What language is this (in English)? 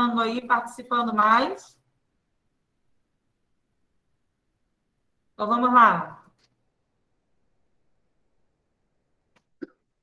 Portuguese